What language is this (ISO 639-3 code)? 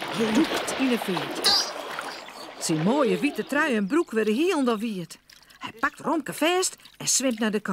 fry